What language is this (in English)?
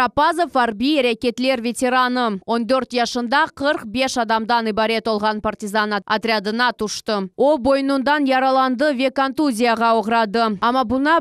Crimean Tatar